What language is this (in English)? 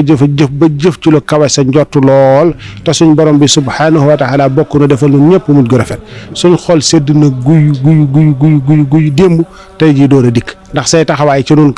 Wolof